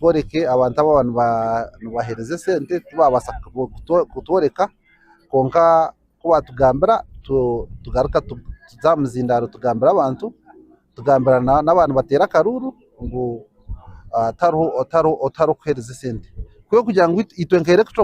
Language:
Nyankole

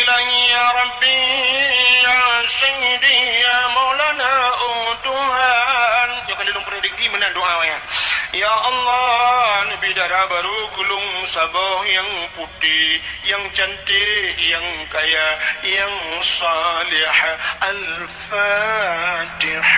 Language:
Achinese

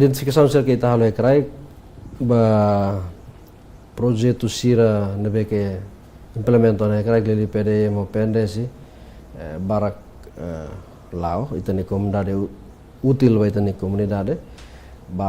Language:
Tetum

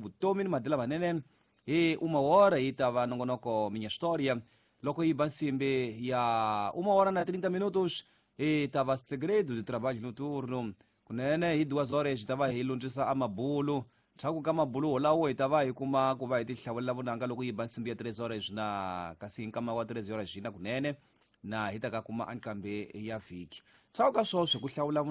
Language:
Tsonga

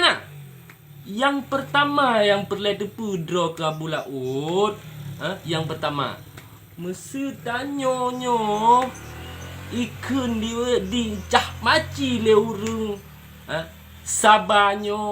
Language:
Achinese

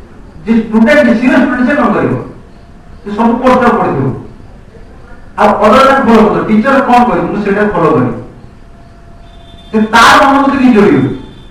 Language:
Odia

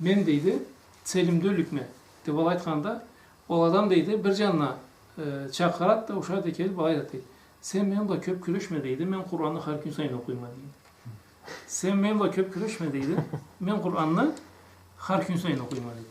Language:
Karachay-Balkar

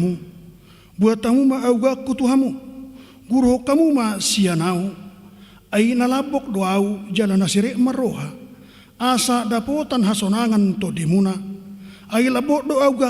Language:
Batak Toba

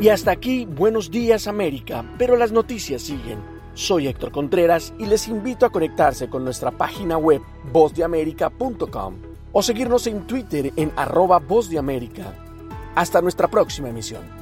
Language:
Spanish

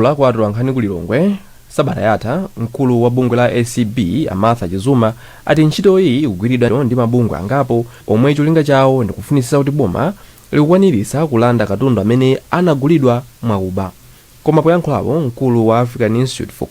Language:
Nyanja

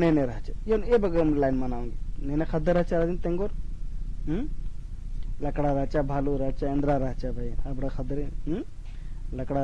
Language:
Kurukh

